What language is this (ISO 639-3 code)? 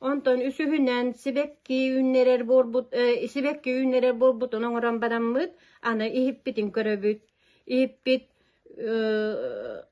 sah